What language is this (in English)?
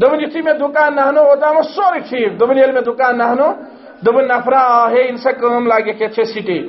Kashmiri